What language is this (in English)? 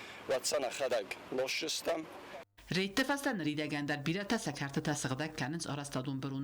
Ossetic